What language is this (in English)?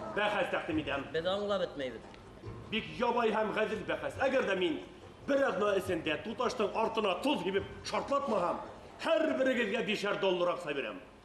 Bashkir